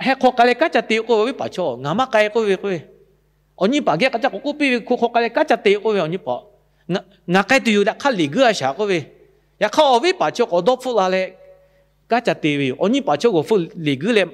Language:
Lahu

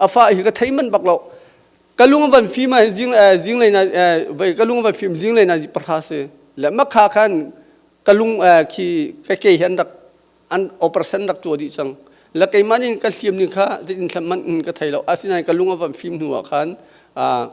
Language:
Hakha Chin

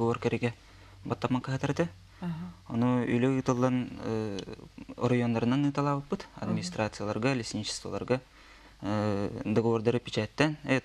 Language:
Yakut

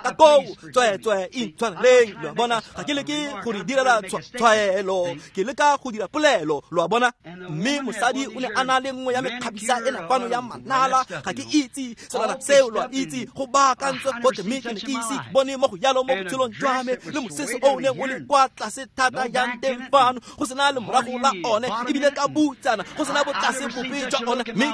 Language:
Tswana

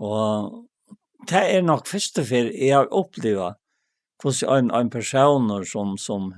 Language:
Faroese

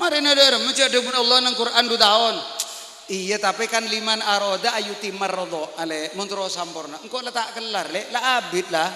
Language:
Madurese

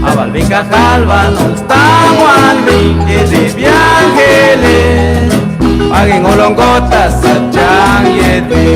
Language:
Chuj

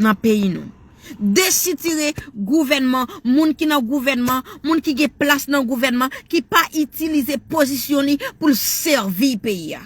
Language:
Haitian Creole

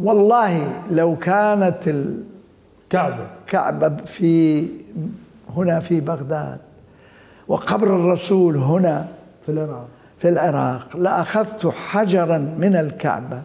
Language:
Mesopotamian Arabic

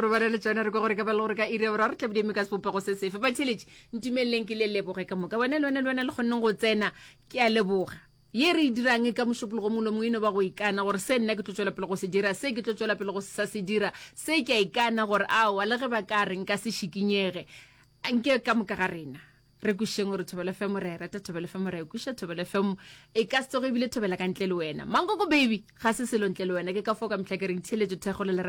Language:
Northern Sotho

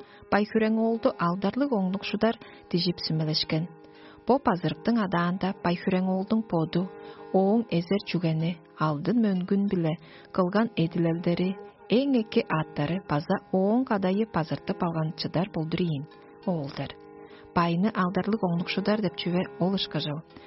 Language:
Tuvinian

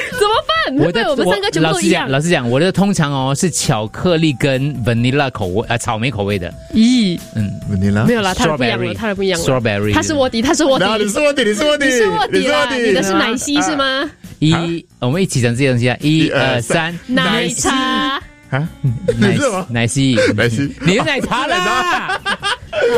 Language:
Chinese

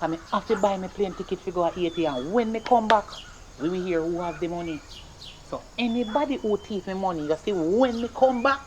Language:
Jamaican Creole English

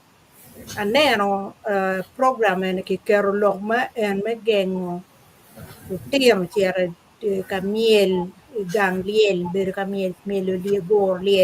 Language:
Acoli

